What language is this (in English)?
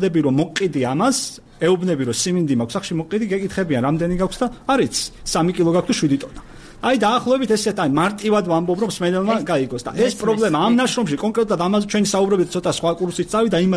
Georgian